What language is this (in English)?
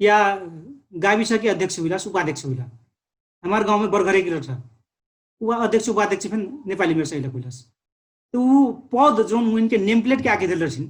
Dangaura Tharu